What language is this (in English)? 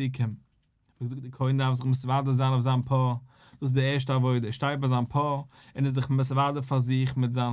Yiddish